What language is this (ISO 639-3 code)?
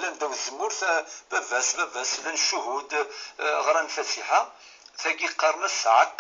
kab